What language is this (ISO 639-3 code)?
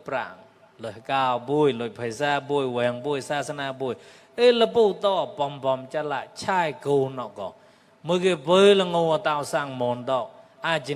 mnw